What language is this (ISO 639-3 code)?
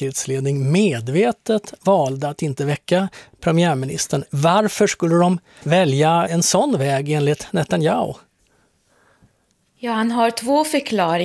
swe